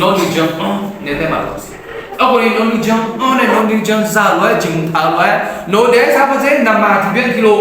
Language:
Akha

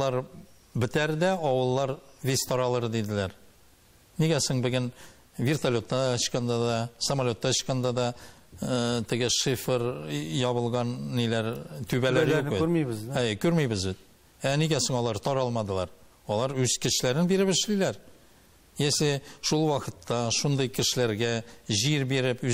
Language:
Tatar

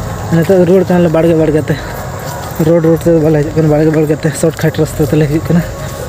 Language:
Santali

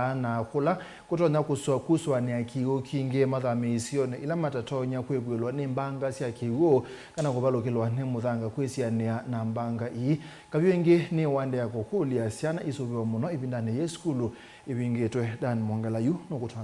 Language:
Kamba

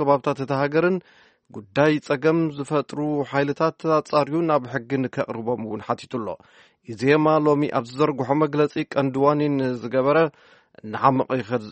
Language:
Tigrinya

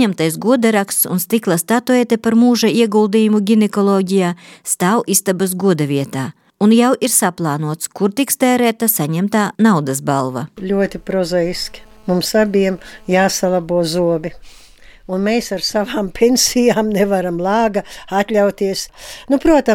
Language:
Latvian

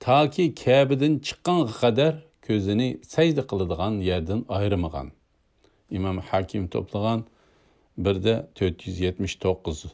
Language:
Uyghur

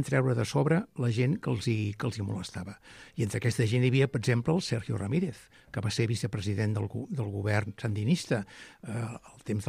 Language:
Catalan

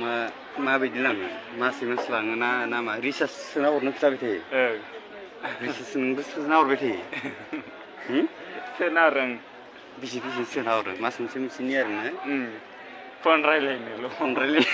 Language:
Bodo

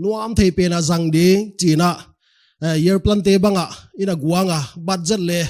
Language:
Paite Chin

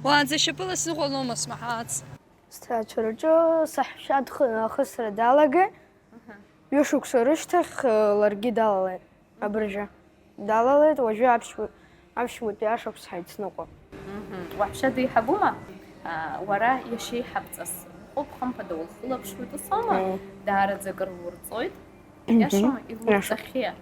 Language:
Abkhazian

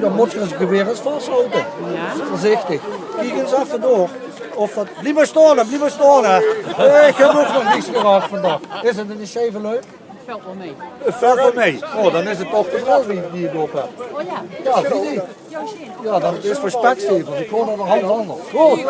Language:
Limburgish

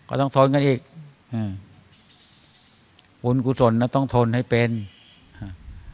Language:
Thai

